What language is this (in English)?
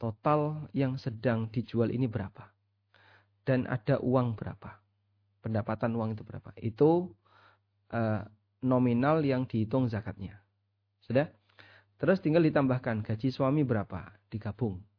Indonesian